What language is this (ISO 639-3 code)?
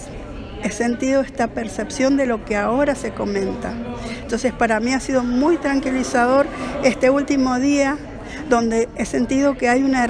spa